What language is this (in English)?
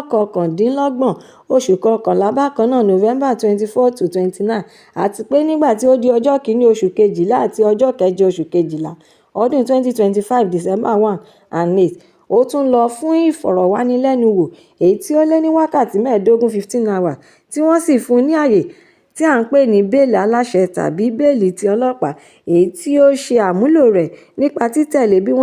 Yoruba